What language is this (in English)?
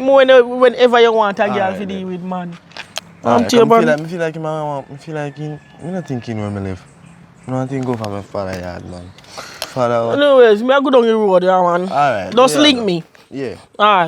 Jamaican Creole English